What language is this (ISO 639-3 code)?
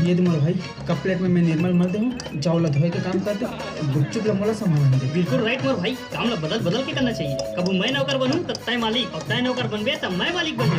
hne